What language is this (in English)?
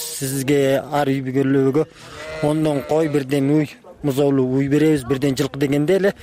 Kyrgyz